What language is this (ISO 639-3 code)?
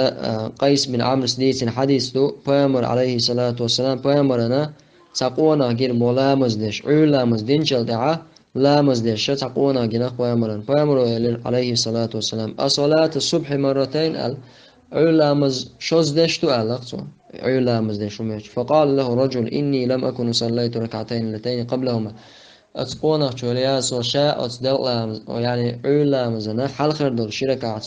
che